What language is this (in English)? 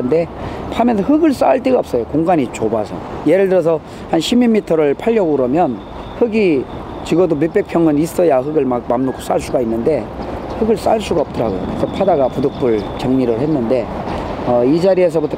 Korean